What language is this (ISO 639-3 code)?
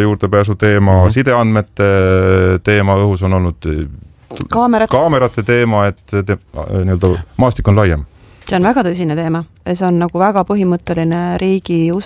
est